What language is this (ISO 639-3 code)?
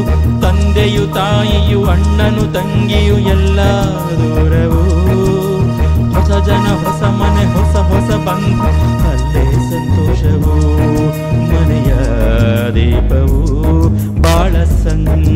kan